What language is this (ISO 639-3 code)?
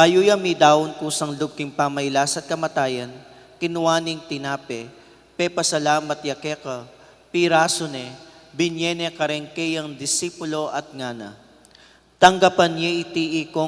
pam